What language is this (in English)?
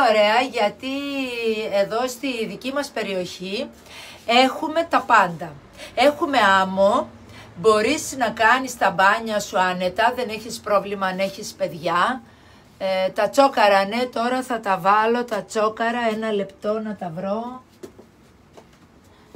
Greek